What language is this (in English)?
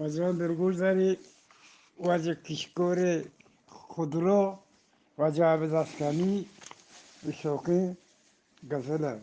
Eastern Balochi